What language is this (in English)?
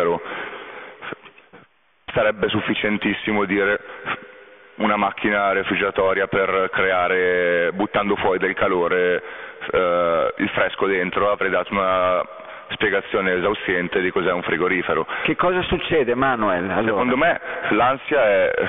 Italian